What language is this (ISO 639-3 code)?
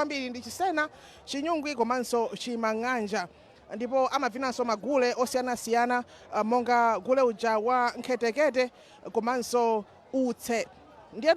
nya